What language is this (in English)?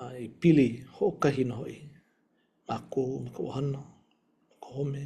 Hawaiian